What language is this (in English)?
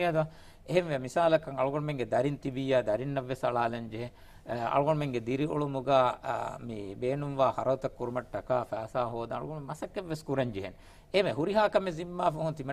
Divehi